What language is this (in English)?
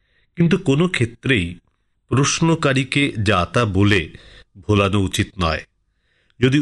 Bangla